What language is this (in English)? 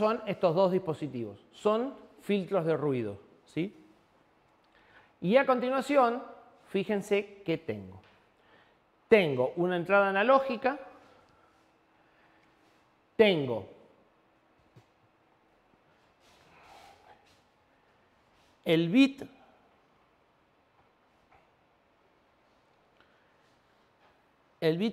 Spanish